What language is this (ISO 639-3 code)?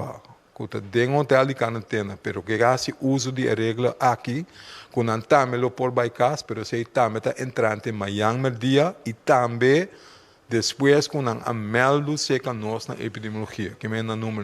pap